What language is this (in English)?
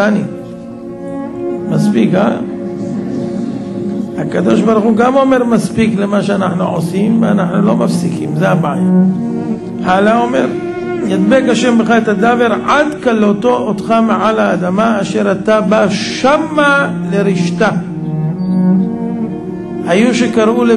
Hebrew